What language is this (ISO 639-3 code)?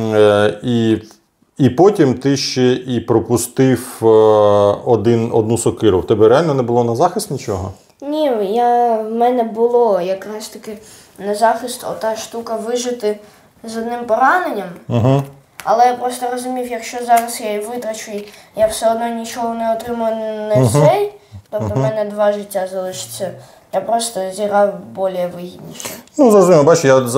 ukr